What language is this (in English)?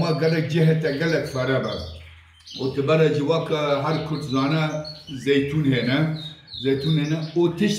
Kurdish